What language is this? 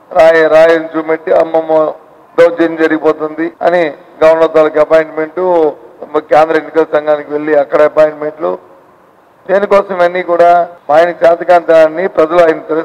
Telugu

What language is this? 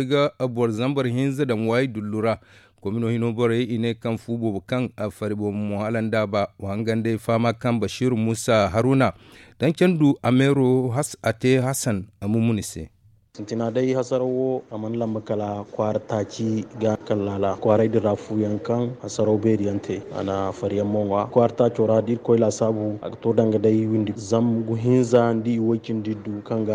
Zarma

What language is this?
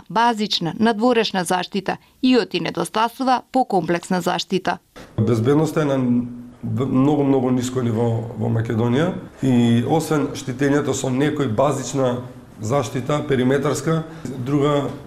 Macedonian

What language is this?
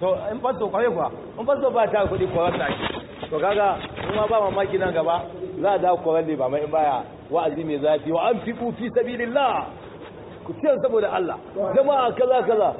Hausa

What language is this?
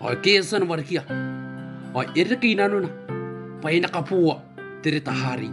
Gilbertese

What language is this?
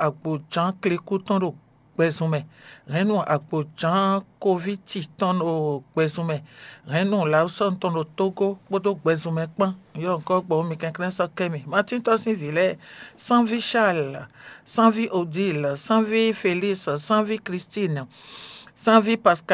Fon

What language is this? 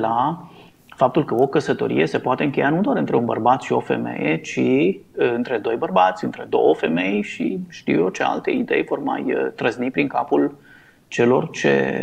Romanian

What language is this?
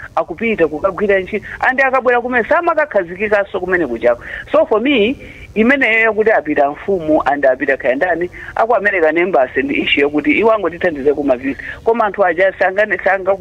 Nyanja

